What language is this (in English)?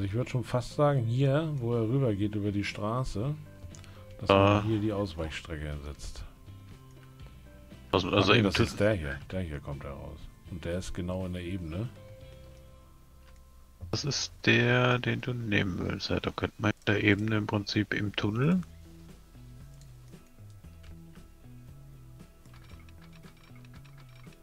German